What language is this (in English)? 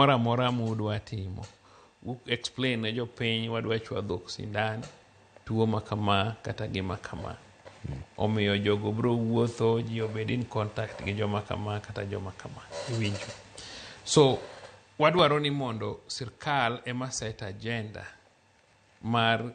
Luo (Kenya and Tanzania)